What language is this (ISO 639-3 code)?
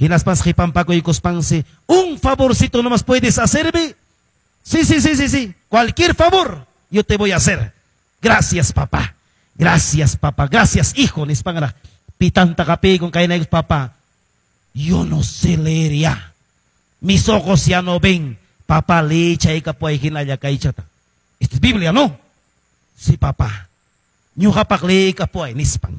que